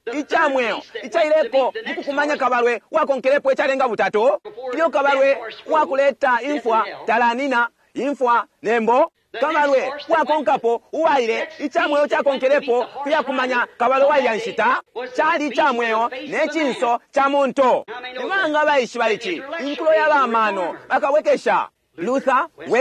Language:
Bemba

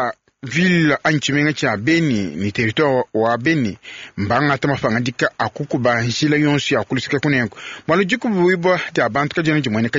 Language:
Luba-Lulua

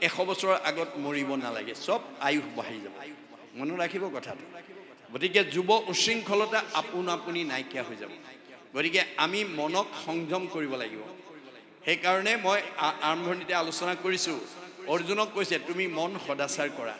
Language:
Assamese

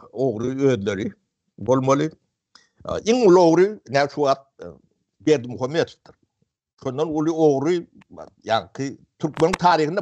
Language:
Turkmen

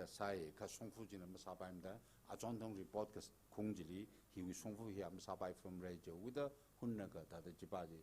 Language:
Tangkhul Naga (India)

